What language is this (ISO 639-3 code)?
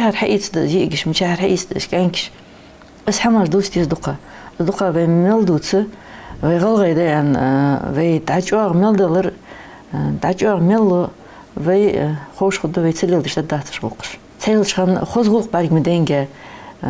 inh